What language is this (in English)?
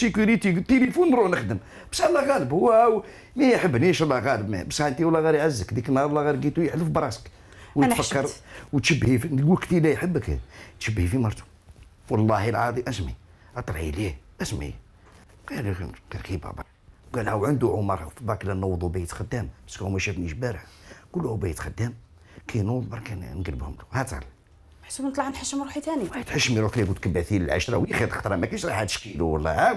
Algerian Arabic